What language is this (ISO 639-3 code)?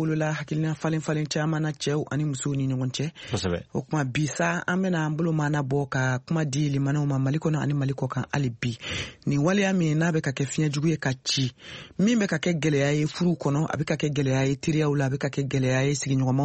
bam